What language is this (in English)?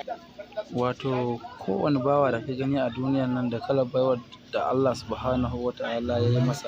Hausa